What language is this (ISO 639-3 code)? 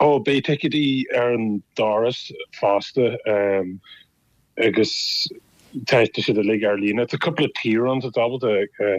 gle